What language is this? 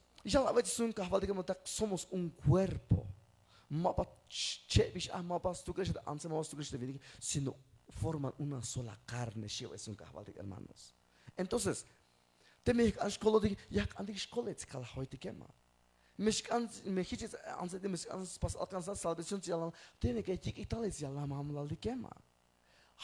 Tzeltal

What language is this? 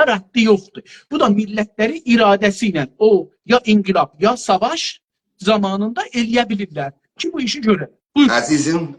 South Azerbaijani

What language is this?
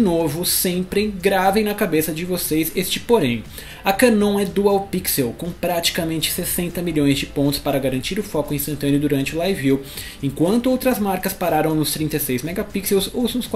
Portuguese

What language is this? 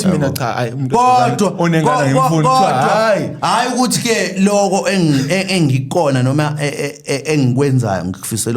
Zulu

